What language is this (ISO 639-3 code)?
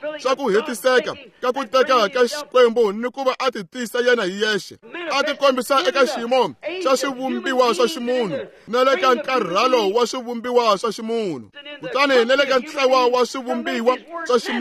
tso